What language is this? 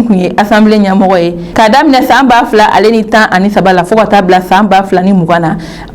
Bambara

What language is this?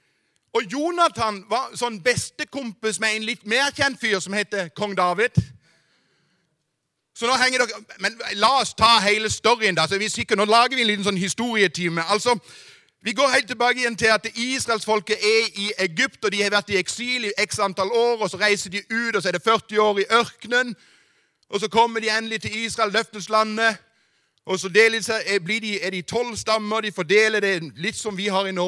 Norwegian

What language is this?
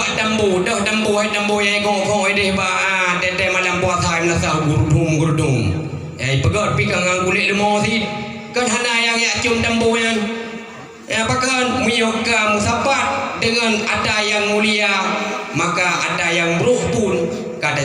Achinese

